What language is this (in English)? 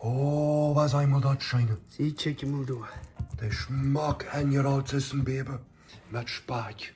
Plautdietsch